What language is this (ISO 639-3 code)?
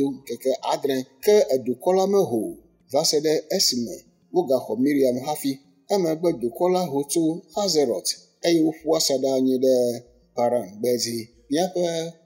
ewe